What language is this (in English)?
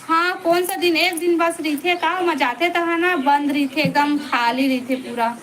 Chhattisgarhi